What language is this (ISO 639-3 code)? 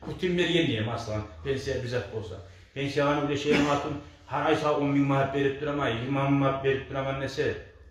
kum